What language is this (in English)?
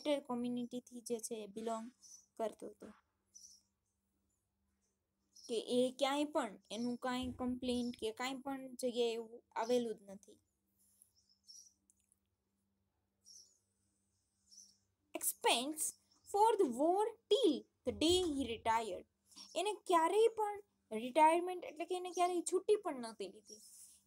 Gujarati